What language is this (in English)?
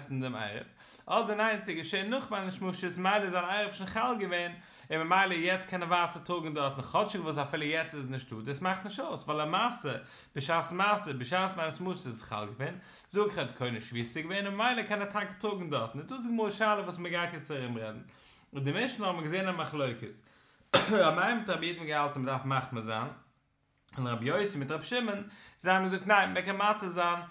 Yiddish